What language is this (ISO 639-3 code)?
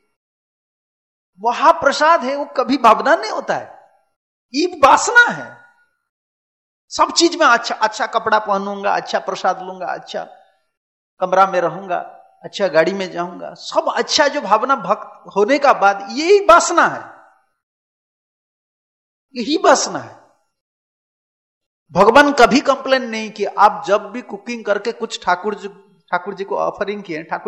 hin